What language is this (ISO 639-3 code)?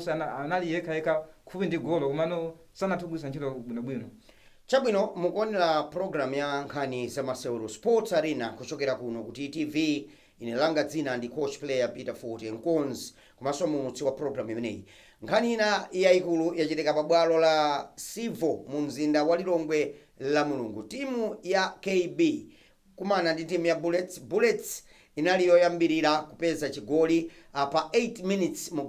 nya